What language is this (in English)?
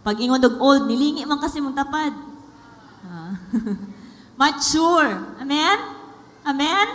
Cebuano